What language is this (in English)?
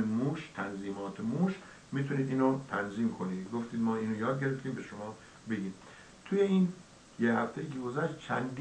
Persian